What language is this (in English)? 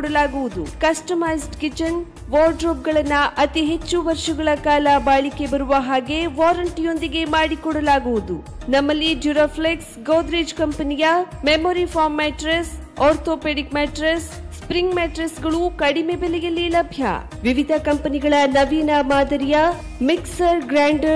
Kannada